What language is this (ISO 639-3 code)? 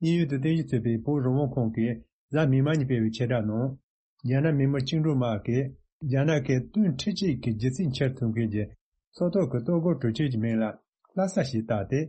bod